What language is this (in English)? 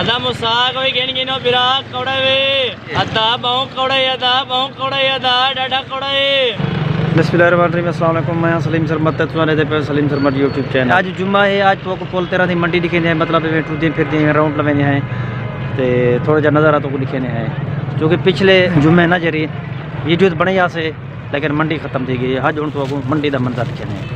Saraiki